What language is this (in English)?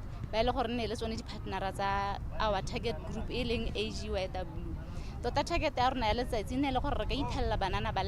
Tswana